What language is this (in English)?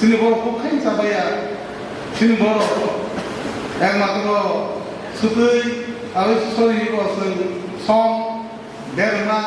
Kok Borok